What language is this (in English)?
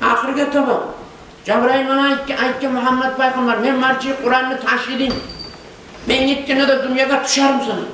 Kumyk